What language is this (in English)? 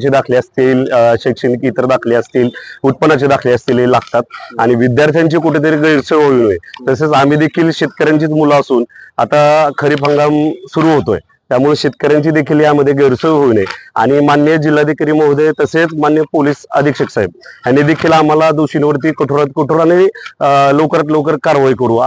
Marathi